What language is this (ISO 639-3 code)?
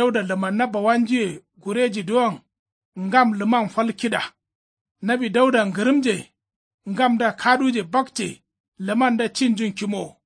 kau